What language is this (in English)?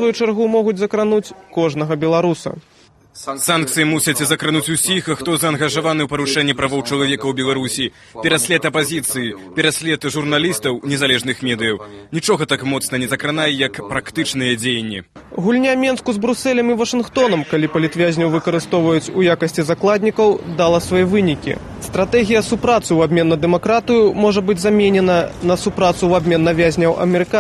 Belarusian